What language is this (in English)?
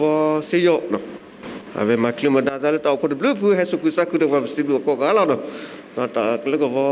S'gaw Karen